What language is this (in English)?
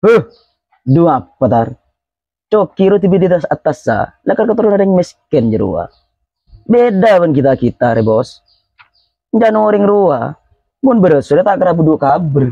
Madurese